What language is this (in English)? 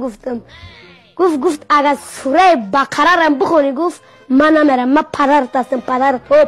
Tajik